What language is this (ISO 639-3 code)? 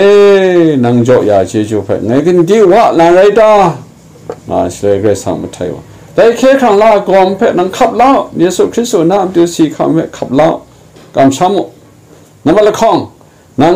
kac